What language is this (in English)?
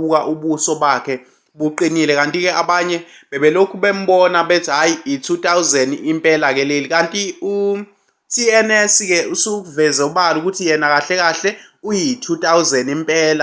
Zulu